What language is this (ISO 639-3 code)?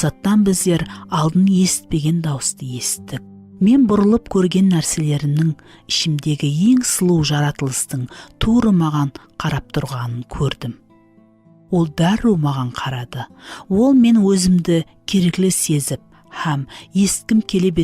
kaa